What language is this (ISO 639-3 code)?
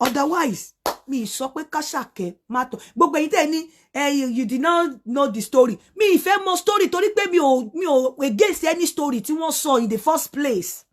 yor